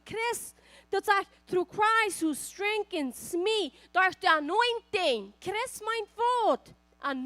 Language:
Plautdietsch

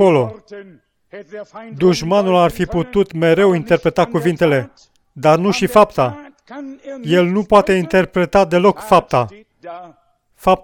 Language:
Romanian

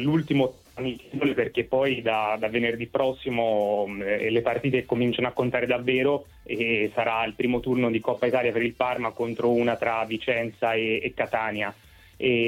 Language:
Italian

